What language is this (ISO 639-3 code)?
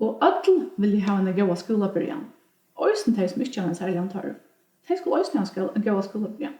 fao